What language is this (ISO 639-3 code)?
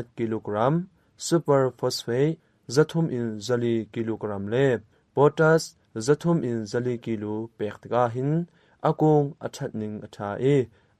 cnh